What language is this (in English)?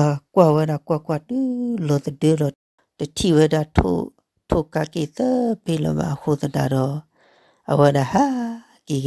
S'gaw Karen